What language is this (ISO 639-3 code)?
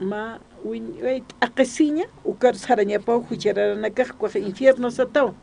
aym